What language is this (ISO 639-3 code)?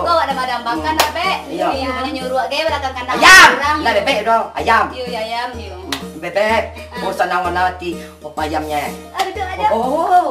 min